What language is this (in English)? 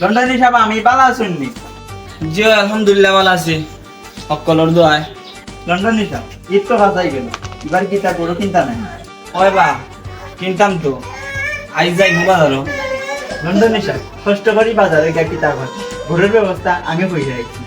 Sylheti